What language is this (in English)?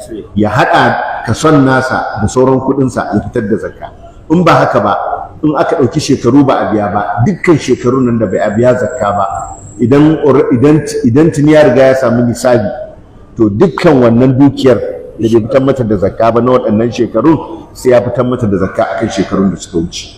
Hausa